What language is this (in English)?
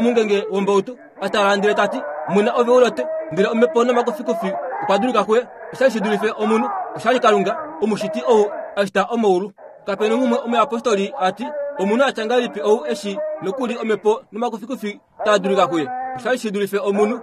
Kuanyama